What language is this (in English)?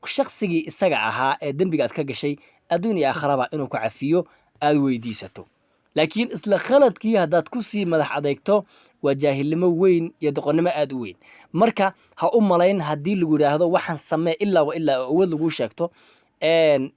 Somali